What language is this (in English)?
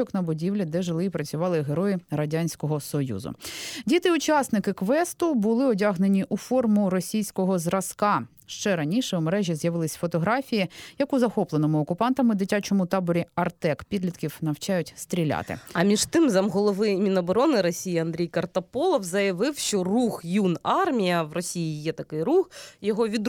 Ukrainian